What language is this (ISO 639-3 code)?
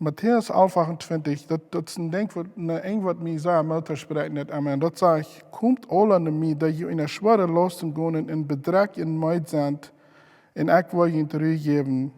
pdt